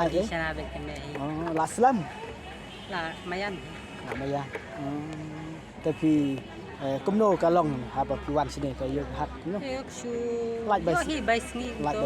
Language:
Khasi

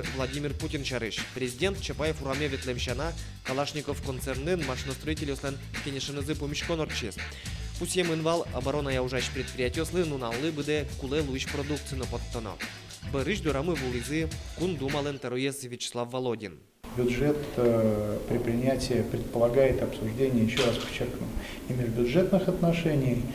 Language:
Udmurt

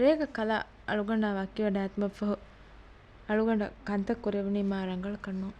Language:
Divehi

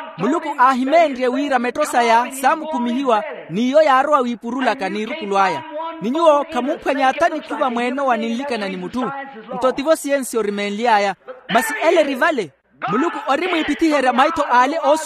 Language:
Makhuwa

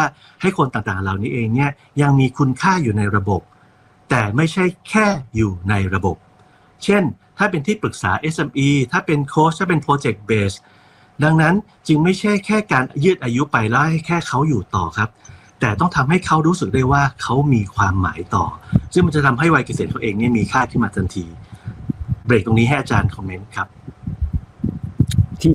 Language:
Thai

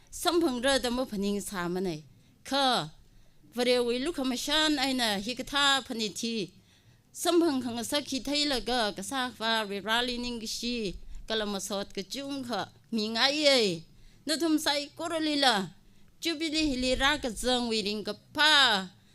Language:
Tangkhul Naga (India)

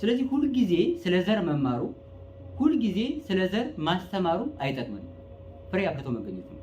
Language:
Amharic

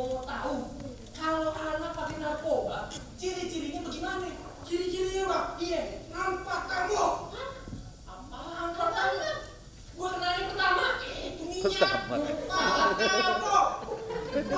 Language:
Betawi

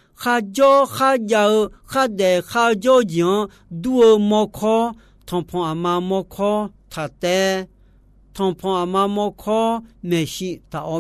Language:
Akha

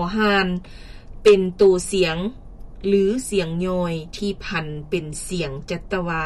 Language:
Lao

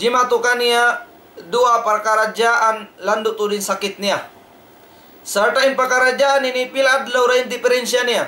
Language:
Tausug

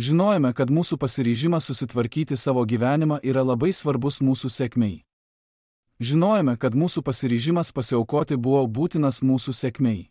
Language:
Lithuanian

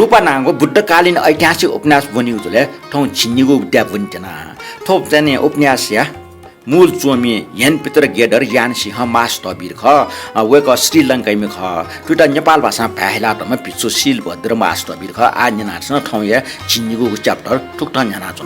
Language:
Newari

